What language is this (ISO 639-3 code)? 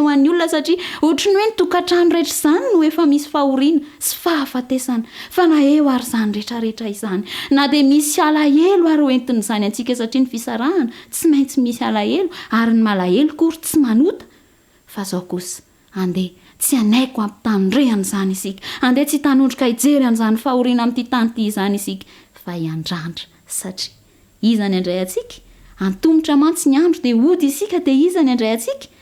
mlg